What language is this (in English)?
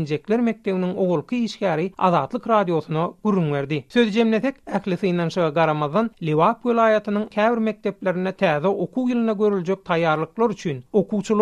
Turkmen